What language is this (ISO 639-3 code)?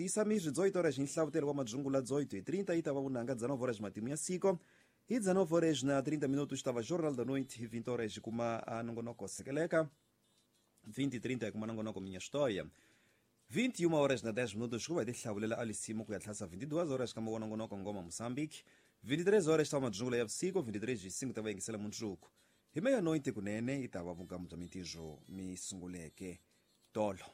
tso